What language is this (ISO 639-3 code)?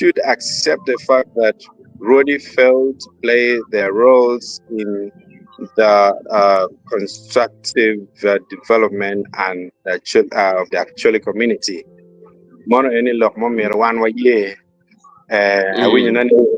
ach